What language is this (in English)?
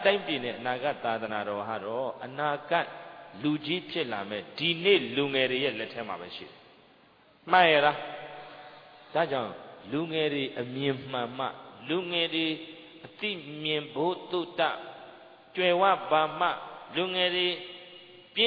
Burmese